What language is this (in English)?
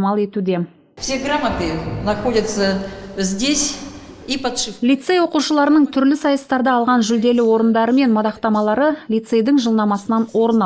Kazakh